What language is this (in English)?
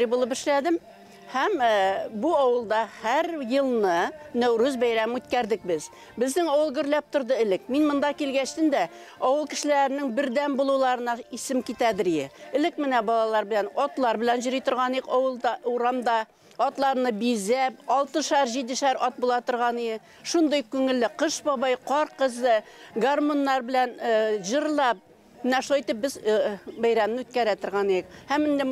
Tatar